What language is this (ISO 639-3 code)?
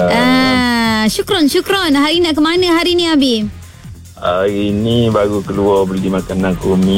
msa